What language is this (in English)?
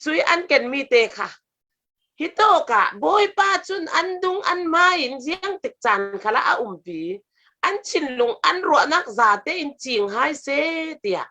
Falam Chin